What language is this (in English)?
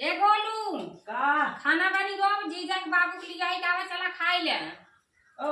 Awadhi